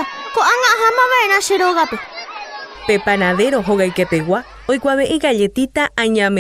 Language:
Guarani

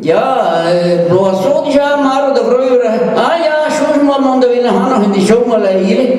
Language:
Breton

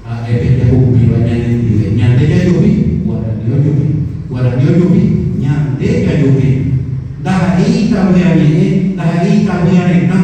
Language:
Guarani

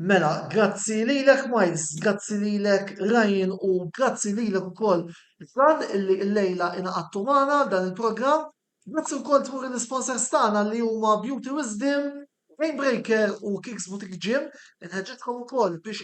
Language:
Maltese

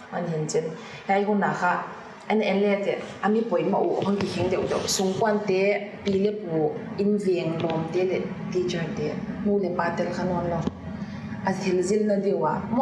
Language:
Paite Chin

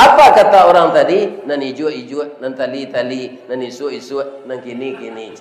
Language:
Minangkabau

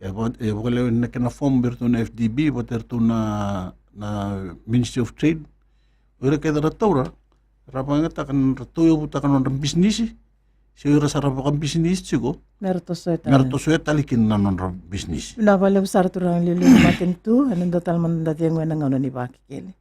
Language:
Fijian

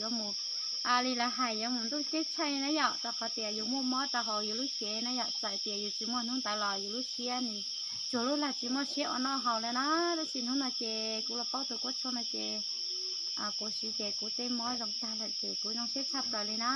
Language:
Hmong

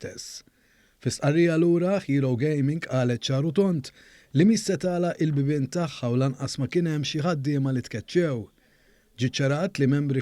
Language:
Maltese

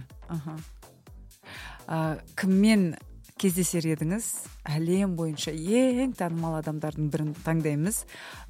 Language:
Kazakh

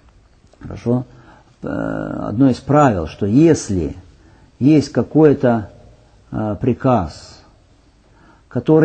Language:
Russian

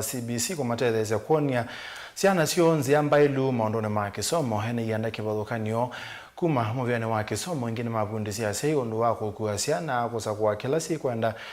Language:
Kamba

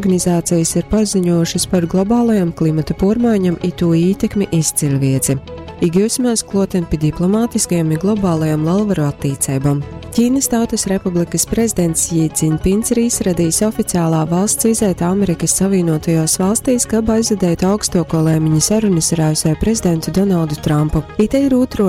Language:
Latgalian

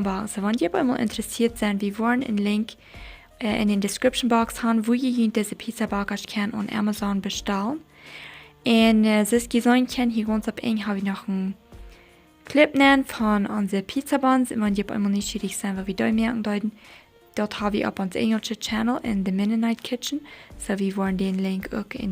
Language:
Plautdietsch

